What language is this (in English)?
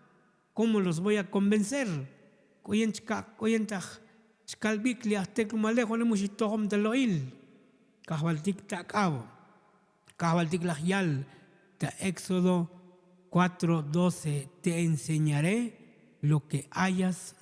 Tzotzil